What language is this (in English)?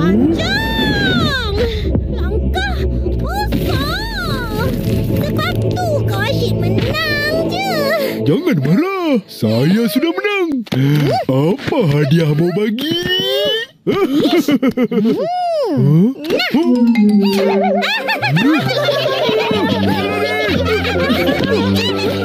Malay